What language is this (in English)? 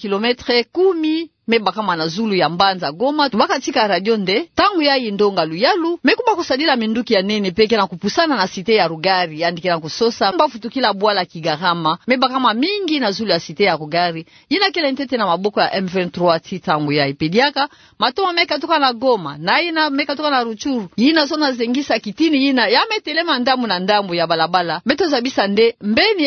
Kituba (Democratic Republic of Congo)